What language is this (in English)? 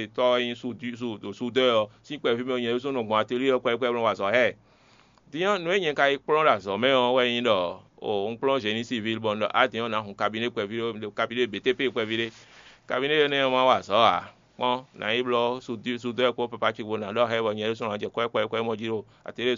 Fon